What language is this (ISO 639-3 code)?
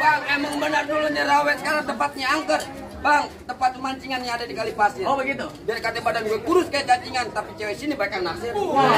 bew